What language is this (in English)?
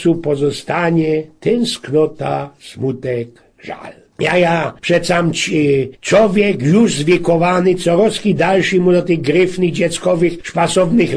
Silesian